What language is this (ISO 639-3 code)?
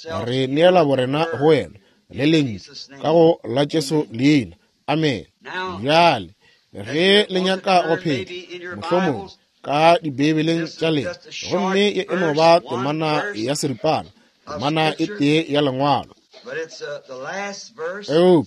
nso